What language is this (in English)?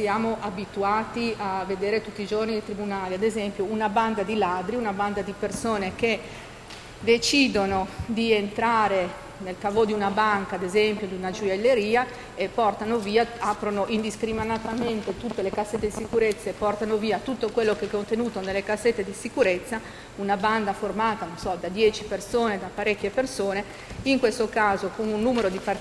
Italian